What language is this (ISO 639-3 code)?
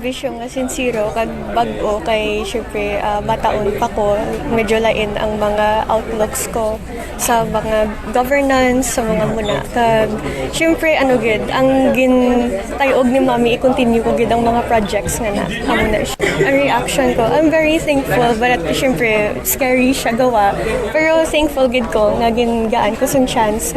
hil